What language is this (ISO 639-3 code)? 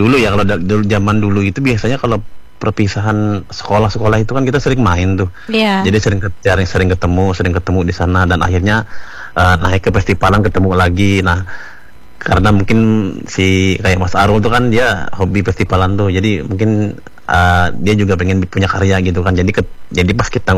ind